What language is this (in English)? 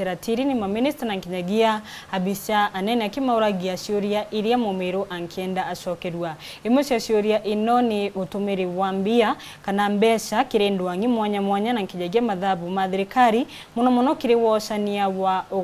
Meru